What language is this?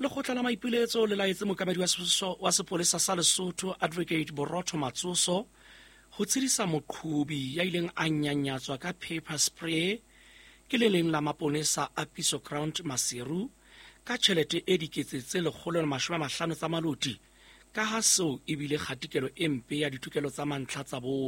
Southern Sotho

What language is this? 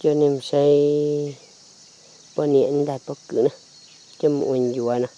Hmong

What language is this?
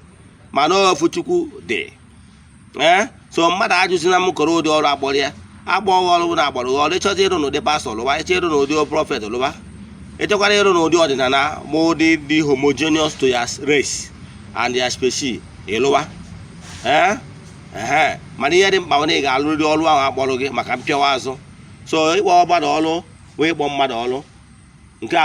Igbo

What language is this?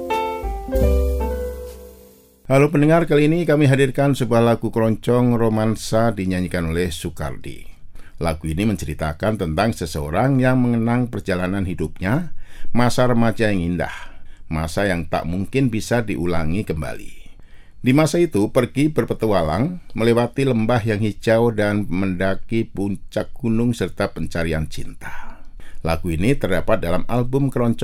Indonesian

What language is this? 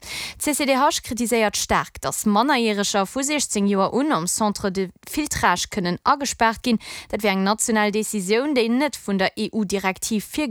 Luxembourgish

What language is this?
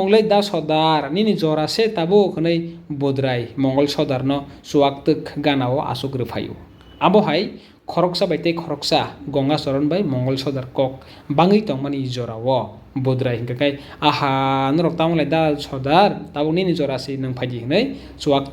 Kok Borok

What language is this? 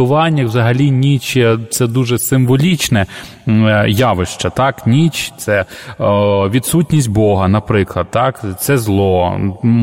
Ukrainian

